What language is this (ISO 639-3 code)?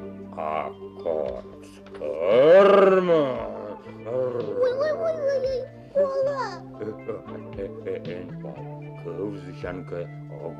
kom